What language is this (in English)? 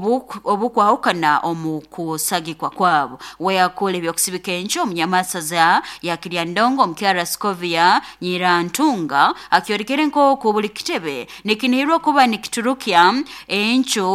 Nyoro